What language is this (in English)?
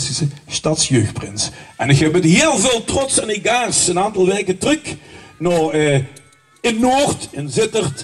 Limburgish